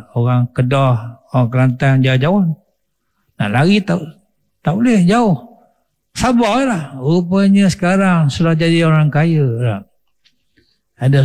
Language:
Malay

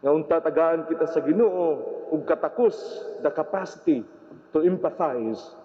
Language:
Cebuano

